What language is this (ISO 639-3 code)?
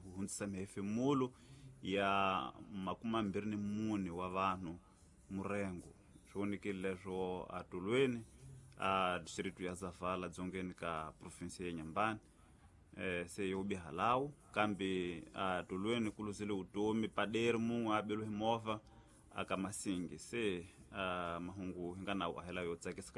tso